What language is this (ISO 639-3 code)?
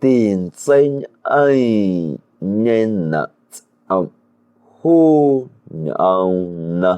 amu